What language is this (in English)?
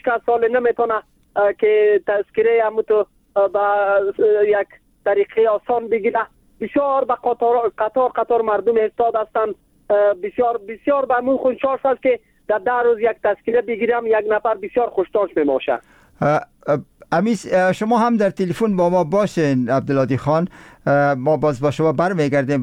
Persian